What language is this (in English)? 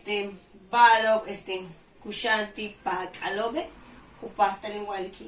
Yucateco